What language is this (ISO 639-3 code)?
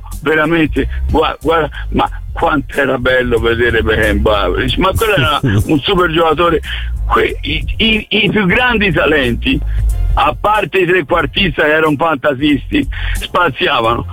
ita